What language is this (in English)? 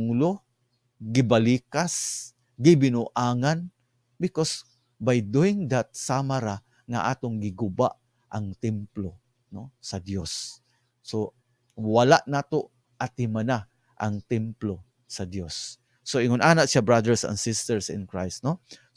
Cebuano